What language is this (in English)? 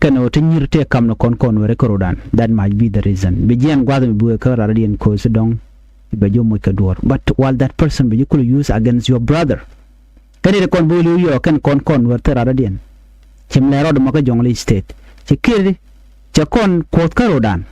Nuer